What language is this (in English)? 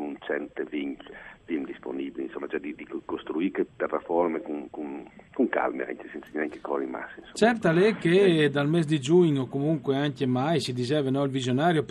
Friulian